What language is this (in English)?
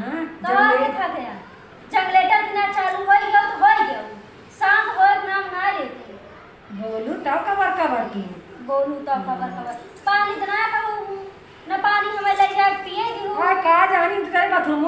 Awadhi